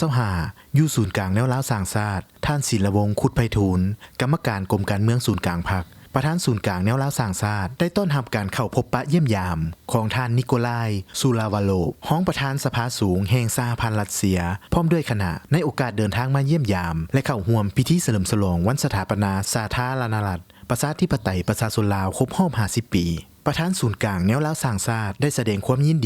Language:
Lao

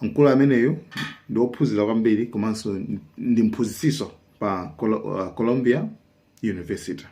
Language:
Nyanja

